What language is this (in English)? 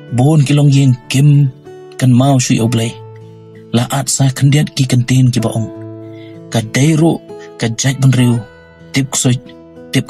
Khasi